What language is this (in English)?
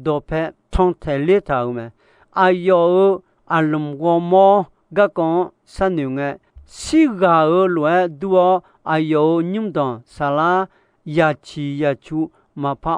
Akha